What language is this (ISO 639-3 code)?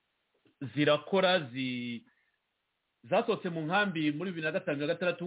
kin